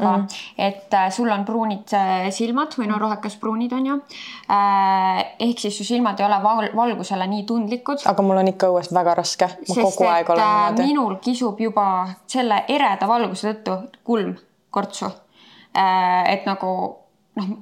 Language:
Estonian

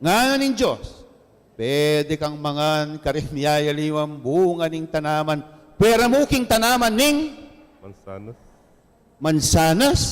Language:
Pampanga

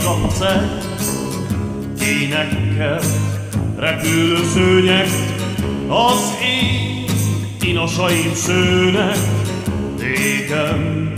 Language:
Hungarian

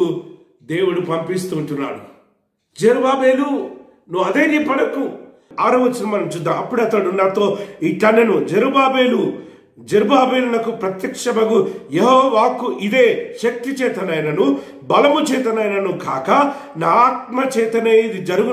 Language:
Telugu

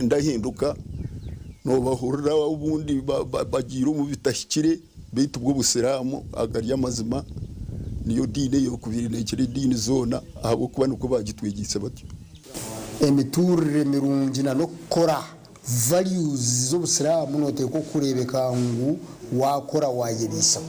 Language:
Nyankole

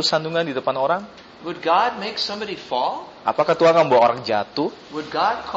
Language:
Indonesian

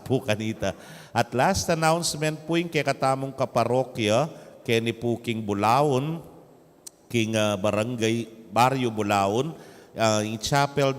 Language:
Pampanga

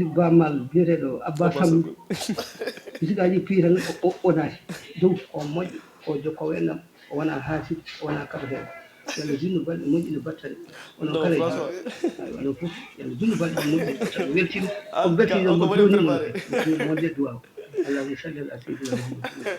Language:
Fula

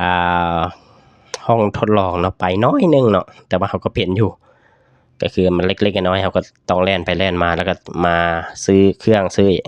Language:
Lao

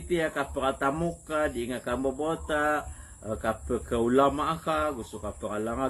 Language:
Maranao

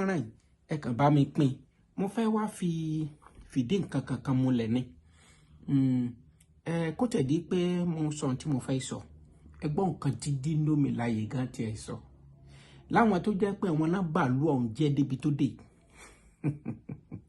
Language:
Yoruba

